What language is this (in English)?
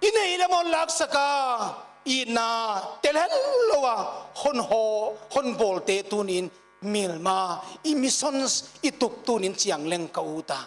Paite Chin